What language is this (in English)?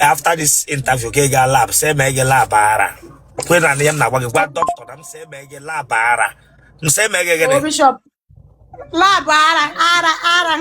Igbo